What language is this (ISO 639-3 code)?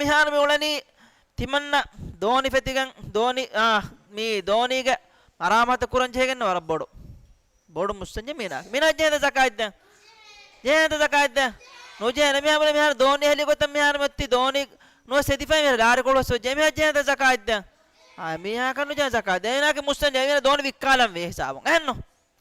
div